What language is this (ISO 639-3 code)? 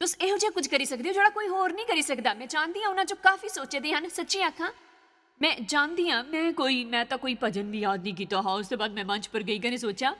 doi